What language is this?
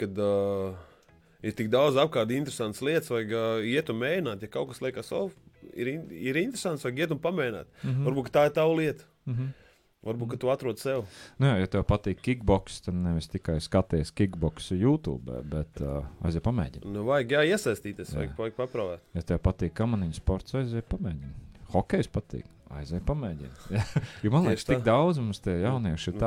Latvian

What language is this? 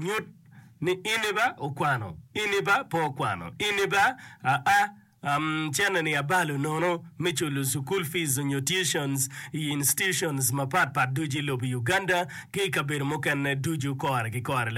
Acoli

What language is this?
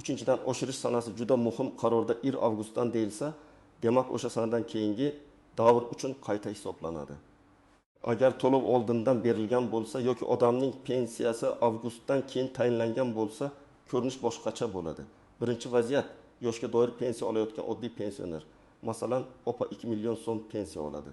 Uzbek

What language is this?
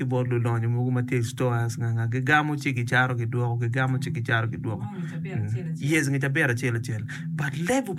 Acoli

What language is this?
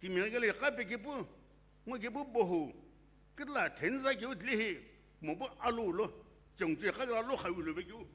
Sumi Naga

